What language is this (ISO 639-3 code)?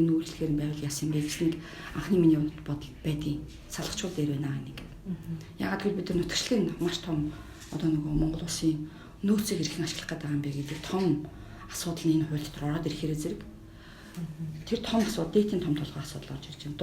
mon